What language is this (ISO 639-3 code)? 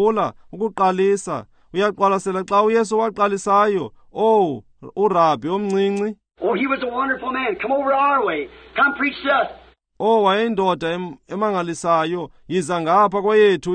xho